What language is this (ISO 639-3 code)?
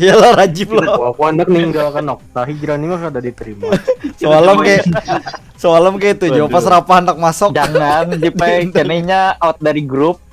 bjn